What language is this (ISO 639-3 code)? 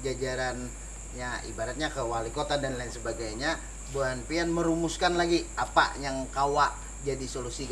bjn